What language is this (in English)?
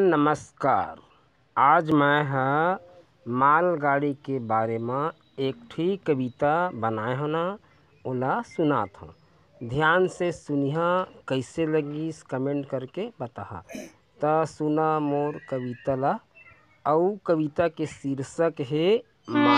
Chhattisgarhi